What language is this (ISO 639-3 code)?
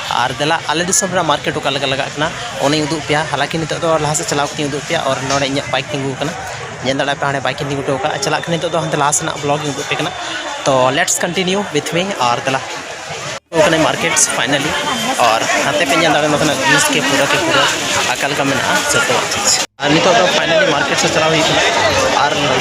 sat